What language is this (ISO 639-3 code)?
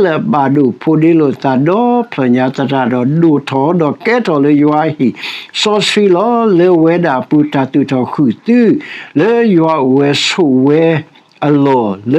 ksw